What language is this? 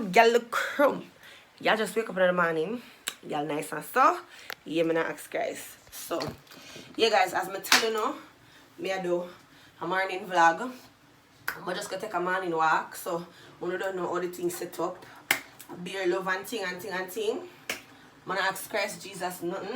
Jamaican Creole English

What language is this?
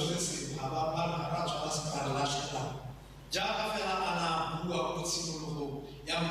Tswana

